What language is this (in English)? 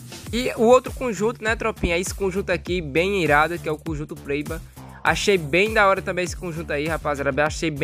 Portuguese